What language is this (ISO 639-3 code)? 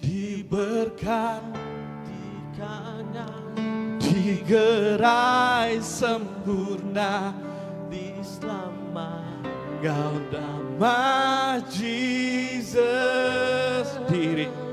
iba